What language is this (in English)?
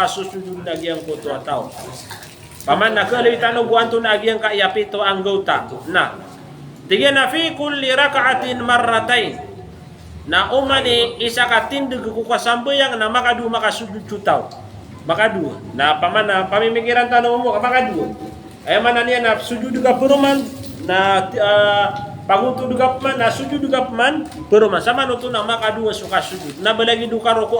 Maranao